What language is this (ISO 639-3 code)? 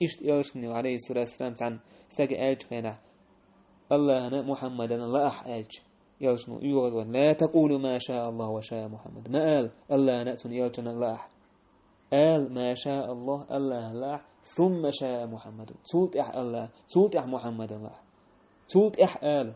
che